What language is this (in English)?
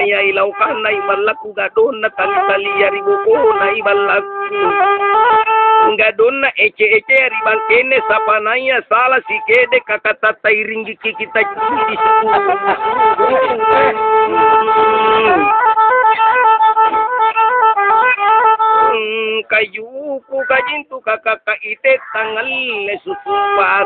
Makasar